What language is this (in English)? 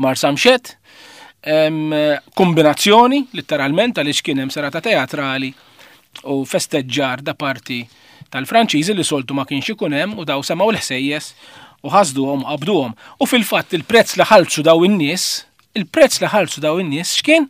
Maltese